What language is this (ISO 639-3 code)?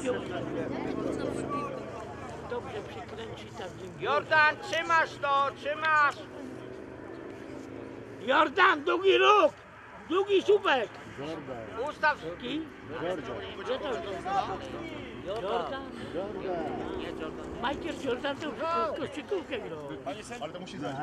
pol